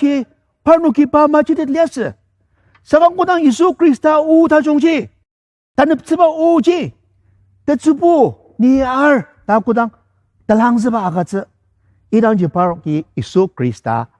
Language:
Ao Naga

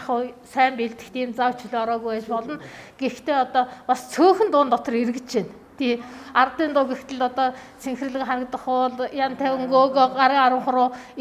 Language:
Mongolian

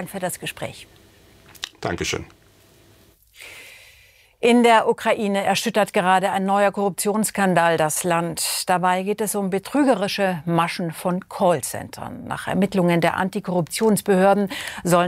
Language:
German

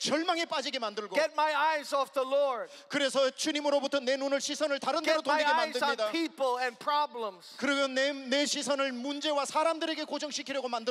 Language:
Korean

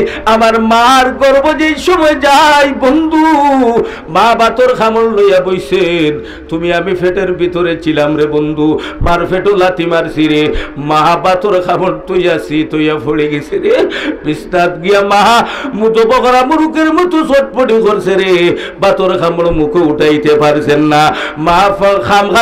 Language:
Sylheti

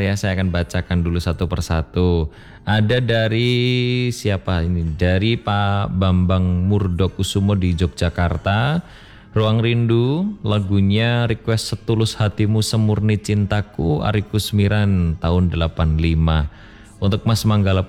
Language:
Indonesian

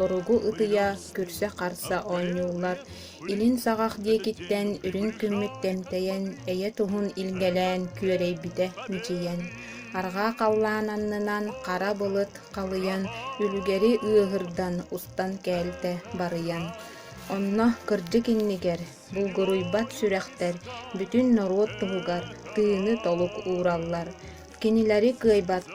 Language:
Yakut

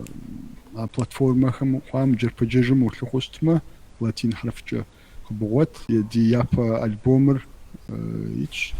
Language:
Kabardian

